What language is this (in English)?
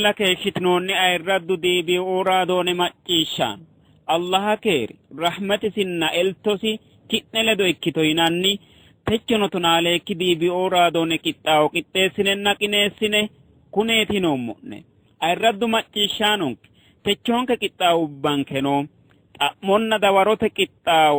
Sidamo